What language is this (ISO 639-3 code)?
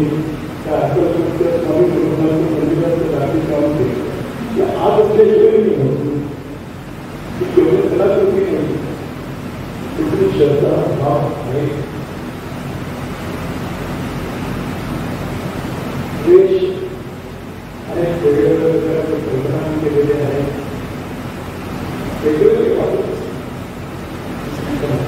mar